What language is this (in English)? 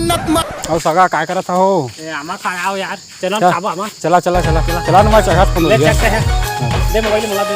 Chhattisgarhi